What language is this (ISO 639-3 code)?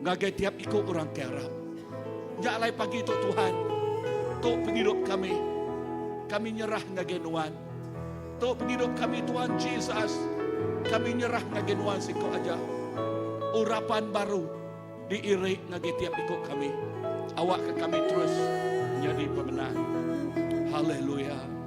iba